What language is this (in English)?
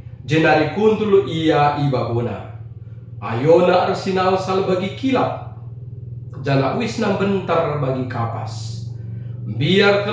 Batak Karo